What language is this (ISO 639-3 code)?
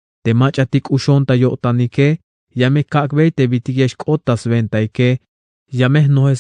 tzh